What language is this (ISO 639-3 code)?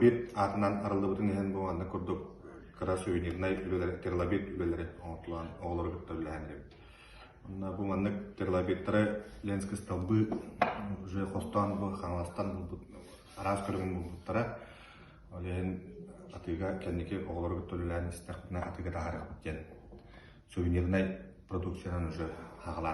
sah